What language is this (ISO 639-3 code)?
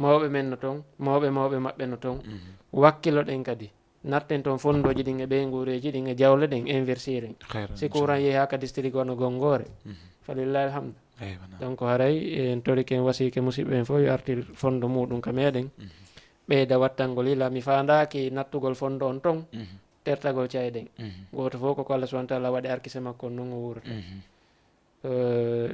ful